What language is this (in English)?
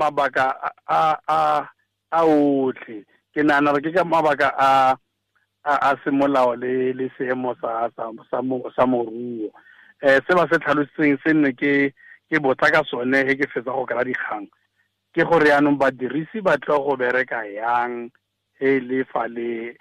Tswana